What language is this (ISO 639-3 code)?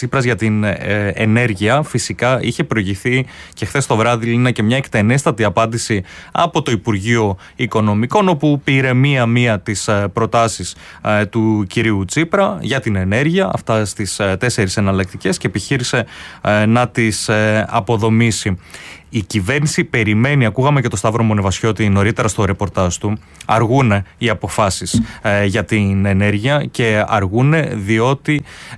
ell